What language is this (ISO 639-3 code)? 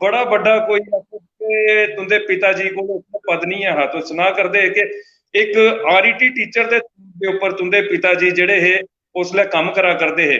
doi